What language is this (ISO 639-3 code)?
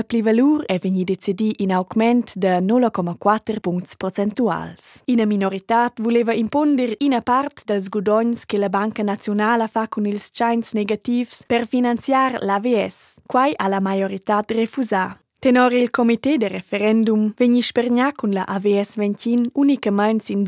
roh